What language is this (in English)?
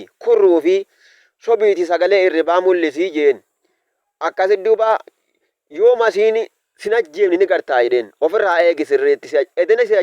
Oromo